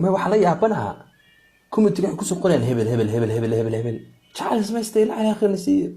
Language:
Somali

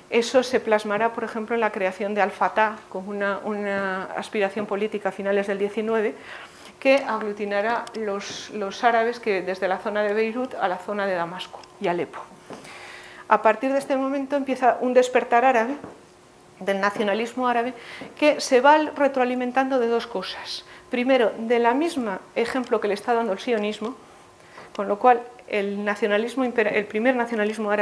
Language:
Spanish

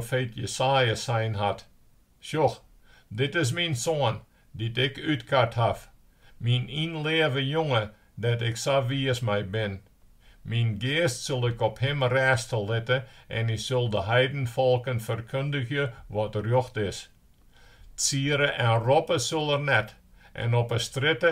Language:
Western Frisian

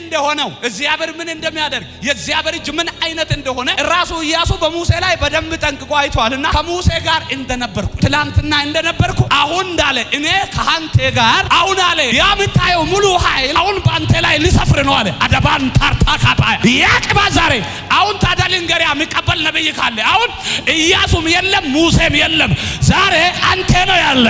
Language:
Amharic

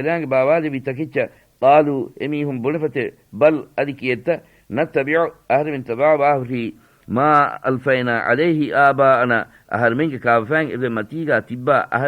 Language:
Divehi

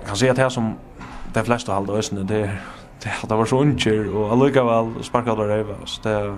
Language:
Faroese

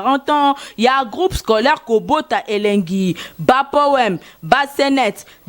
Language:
Lingala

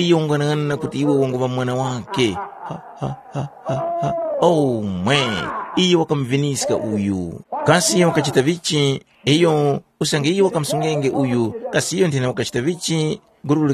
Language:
Tumbuka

